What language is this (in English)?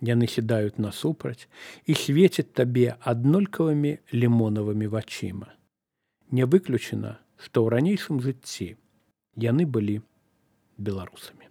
Belarusian